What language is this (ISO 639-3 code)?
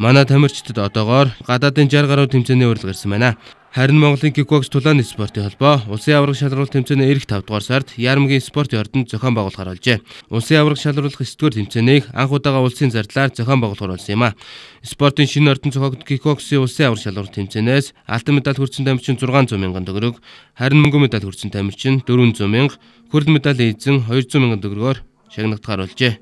mon